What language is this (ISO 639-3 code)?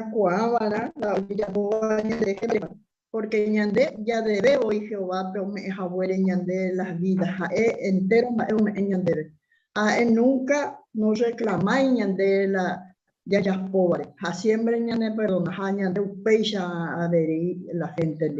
grn